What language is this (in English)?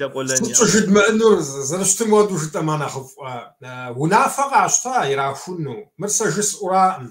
Kabardian